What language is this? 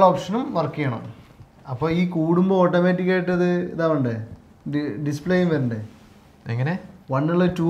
Malayalam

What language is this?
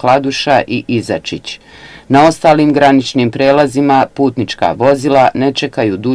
Bosnian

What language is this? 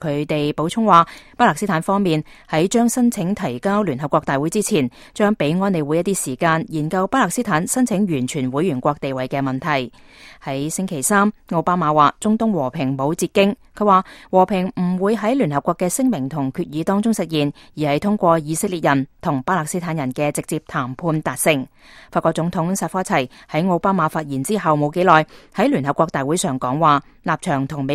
Cantonese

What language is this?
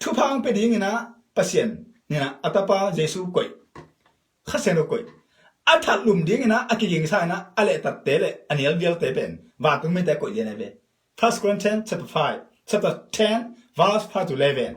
Tedim Chin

